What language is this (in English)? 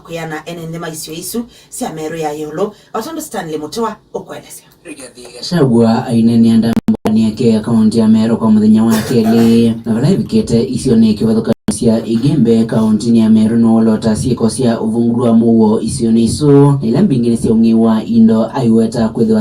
Kamba